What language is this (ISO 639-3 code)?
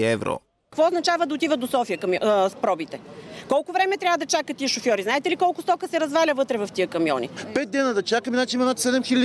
bul